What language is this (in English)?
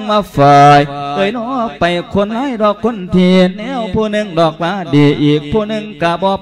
Lao